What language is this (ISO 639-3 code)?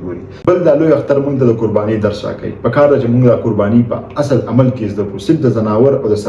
pus